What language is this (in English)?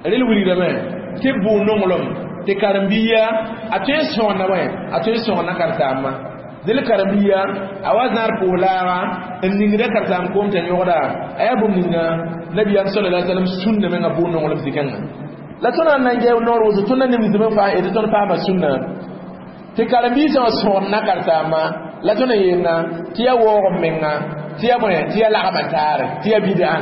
Mossi